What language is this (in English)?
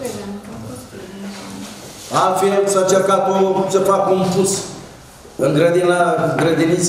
Romanian